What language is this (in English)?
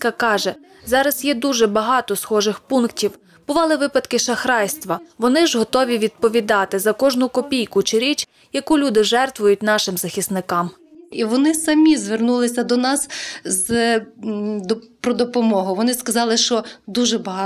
Ukrainian